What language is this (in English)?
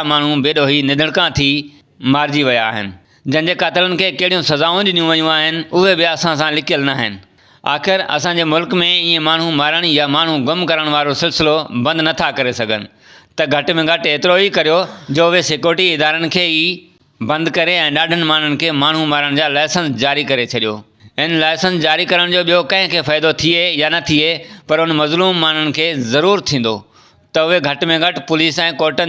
Sindhi